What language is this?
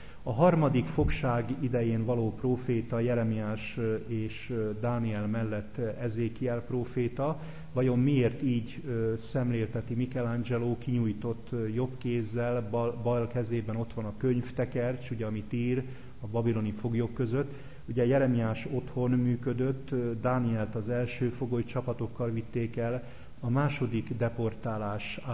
Hungarian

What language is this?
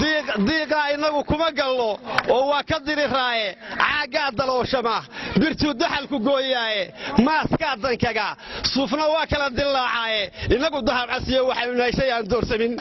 Somali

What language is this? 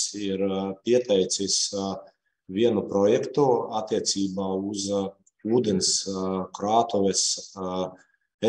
Latvian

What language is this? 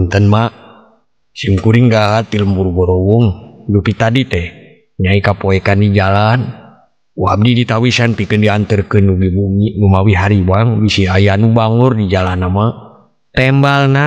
Sundanese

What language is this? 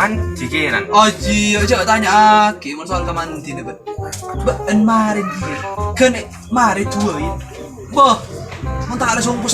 Madurese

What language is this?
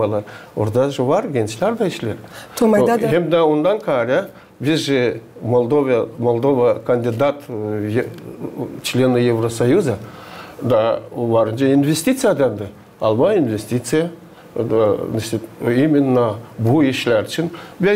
Gagauz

